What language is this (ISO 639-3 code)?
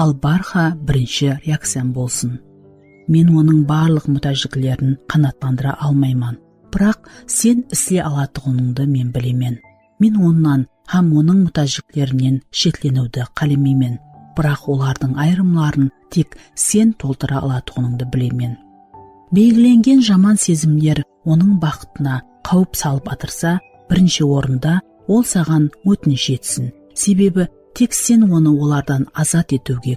kaa